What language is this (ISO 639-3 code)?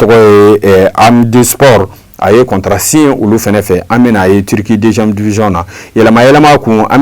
bam